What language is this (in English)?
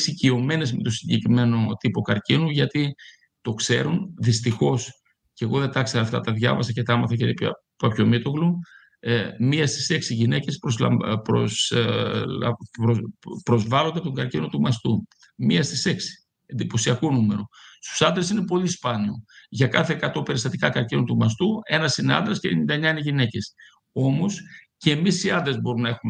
Greek